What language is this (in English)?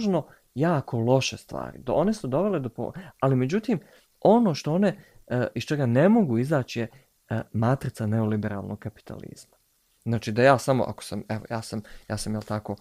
Bosnian